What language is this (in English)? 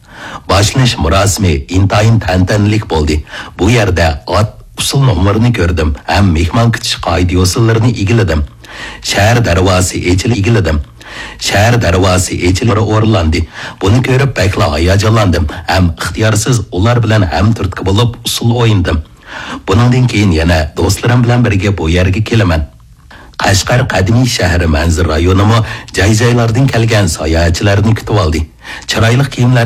Uyghur